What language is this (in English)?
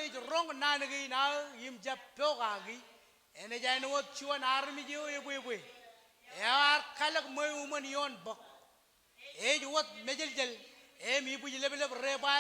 Marshallese